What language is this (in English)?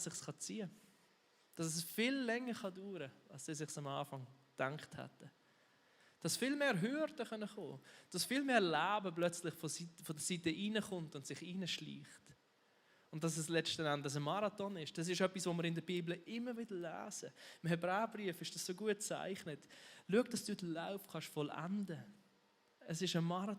Swiss German